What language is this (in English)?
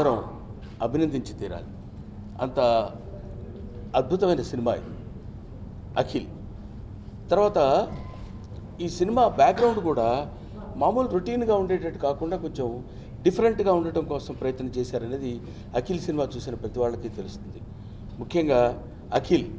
Telugu